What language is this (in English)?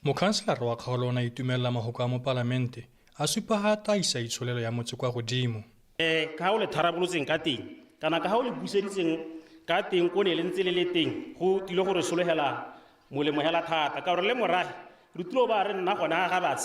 Tswana